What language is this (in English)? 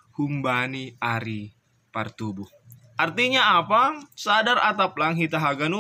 Batak Simalungun